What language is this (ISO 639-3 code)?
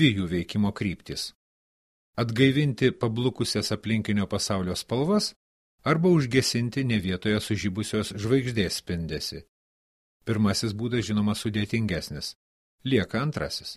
lit